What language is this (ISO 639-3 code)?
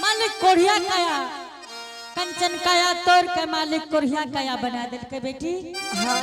anp